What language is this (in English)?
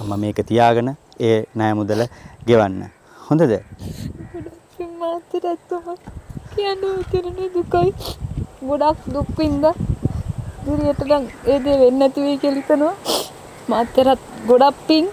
Sinhala